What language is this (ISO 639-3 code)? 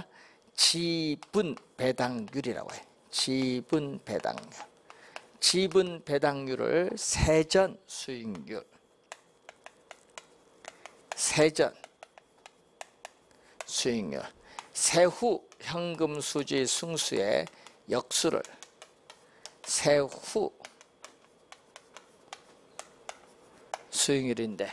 kor